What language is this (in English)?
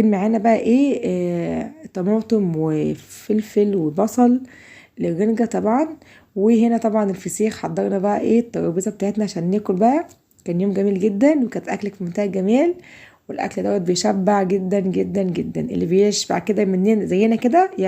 Egyptian Arabic